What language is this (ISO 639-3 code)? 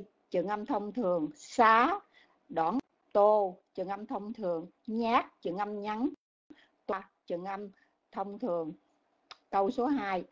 vie